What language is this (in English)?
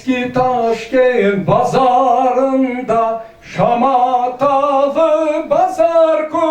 Crimean Tatar